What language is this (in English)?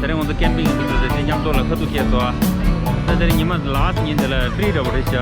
Tibetan